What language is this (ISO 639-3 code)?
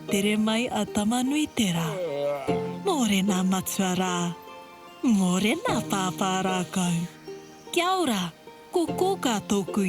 mri